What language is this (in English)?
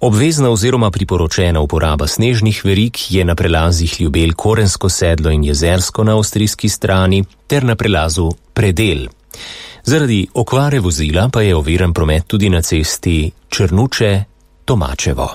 Slovenian